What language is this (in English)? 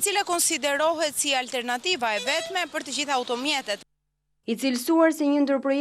Albanian